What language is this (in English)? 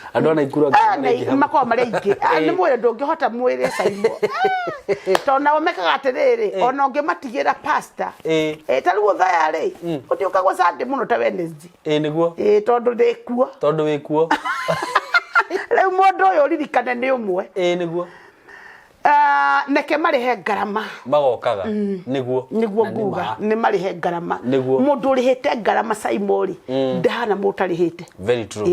Kikuyu